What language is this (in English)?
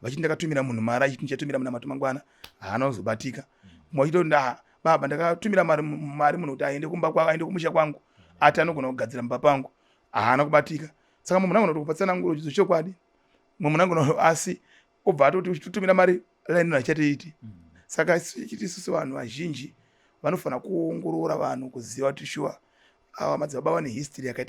Shona